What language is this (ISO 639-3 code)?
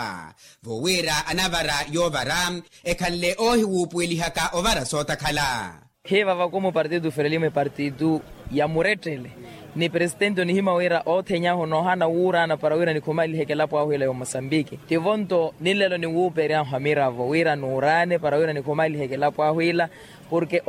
vmw